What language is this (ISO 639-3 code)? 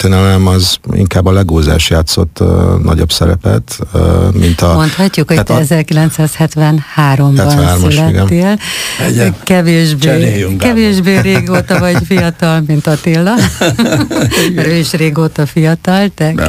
hun